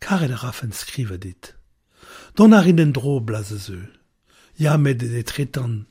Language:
Breton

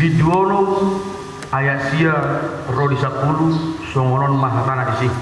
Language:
Batak Toba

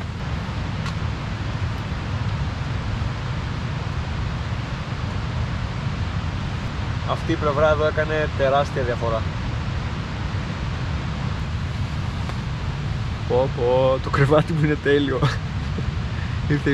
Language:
Greek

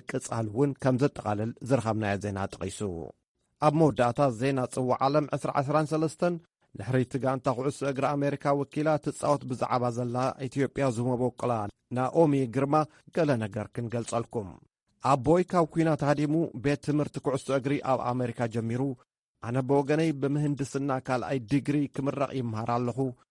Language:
Tigrinya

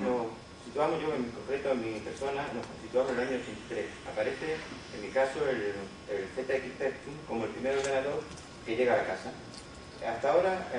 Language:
Spanish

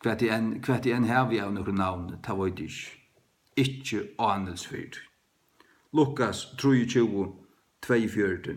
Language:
Faroese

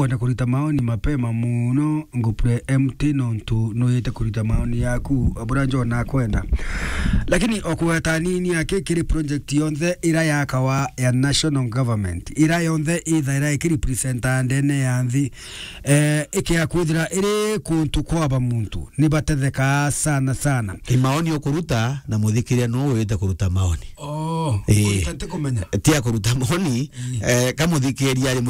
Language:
Meru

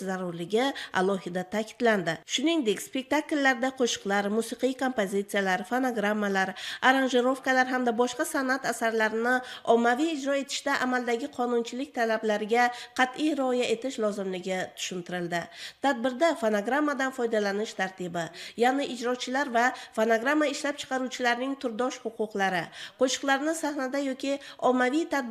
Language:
Uzbek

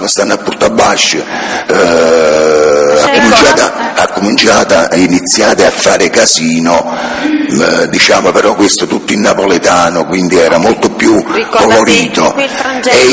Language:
Italian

